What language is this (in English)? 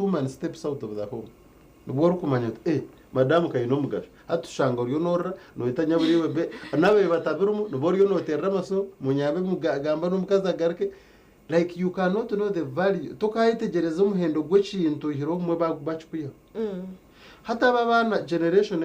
Nyankole